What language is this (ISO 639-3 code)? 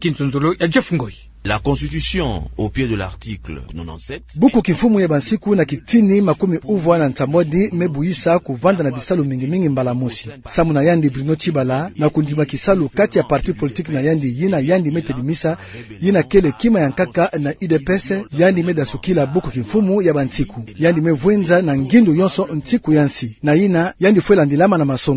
ktu